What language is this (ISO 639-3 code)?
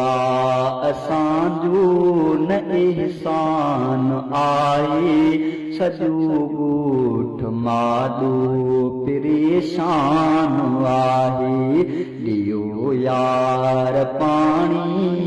snd